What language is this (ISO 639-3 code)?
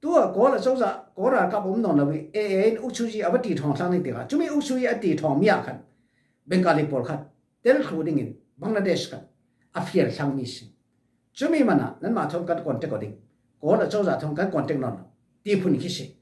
cfm